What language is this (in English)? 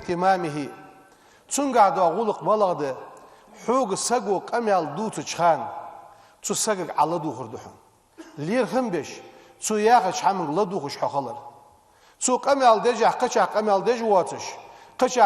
Ingush